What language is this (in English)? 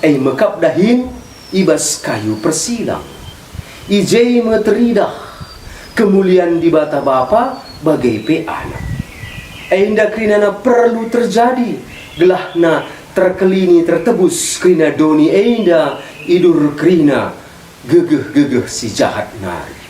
Batak Karo